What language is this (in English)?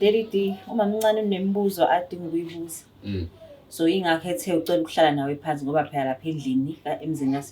Zulu